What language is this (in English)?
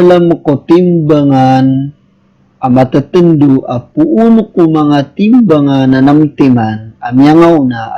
Maranao